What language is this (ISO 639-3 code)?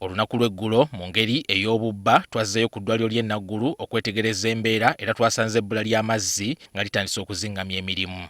lug